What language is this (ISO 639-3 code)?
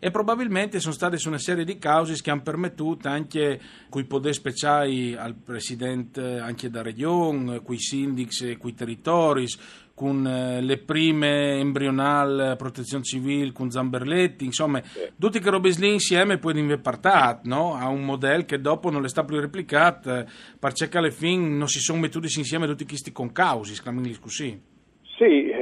fur